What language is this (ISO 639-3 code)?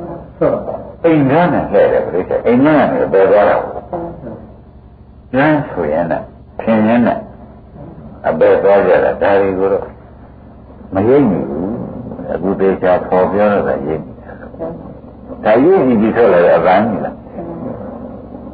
mya